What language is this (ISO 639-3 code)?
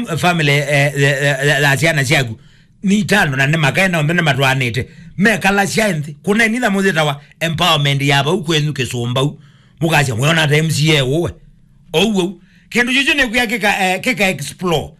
kam